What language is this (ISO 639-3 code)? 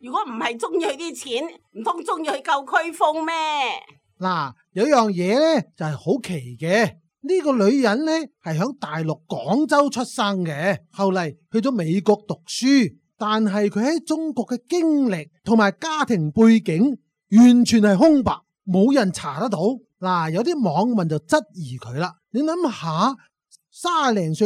yue